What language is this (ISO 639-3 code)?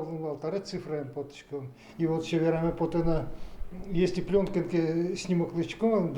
udm